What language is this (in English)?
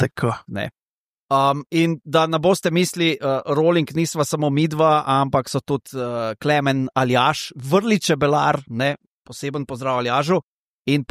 Slovenian